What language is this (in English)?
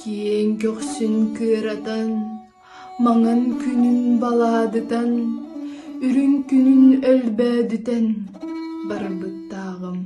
Yakut